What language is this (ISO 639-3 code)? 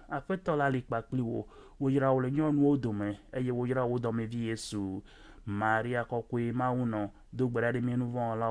ewe